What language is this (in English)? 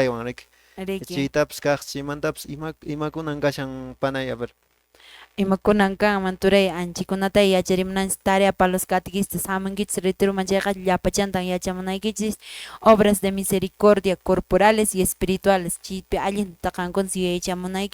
Quechua